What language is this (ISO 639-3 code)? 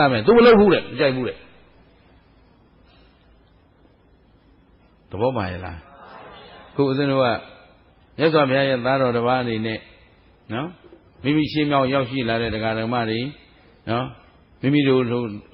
mya